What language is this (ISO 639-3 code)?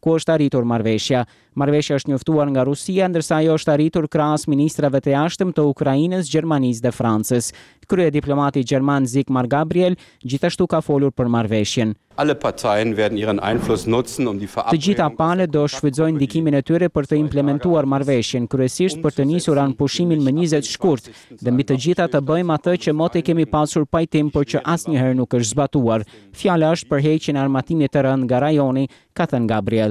sqi